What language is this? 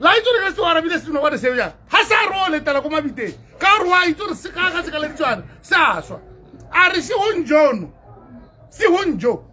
Tswana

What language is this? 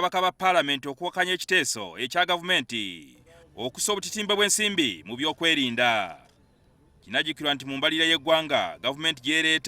Ganda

